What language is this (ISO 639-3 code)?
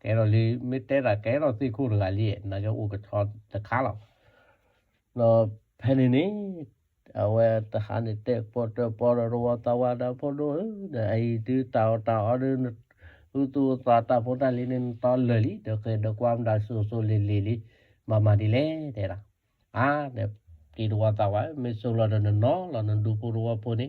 ksw